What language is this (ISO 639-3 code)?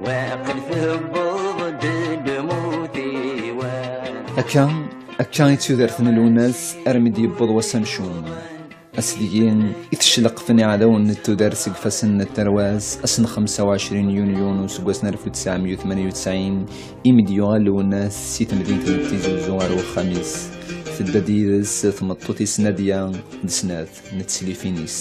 kab